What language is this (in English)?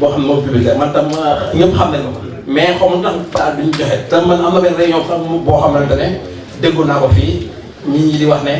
Wolof